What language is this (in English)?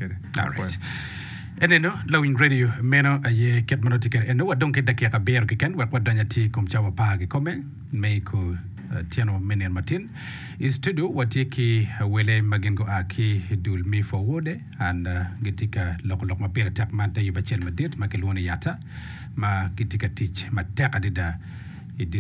Acoli